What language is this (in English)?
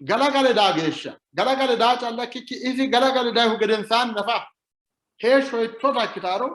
Sidamo